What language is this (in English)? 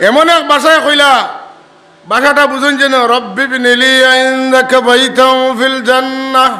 Sylheti